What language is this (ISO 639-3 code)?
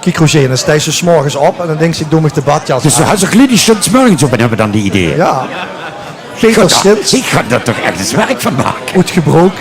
lim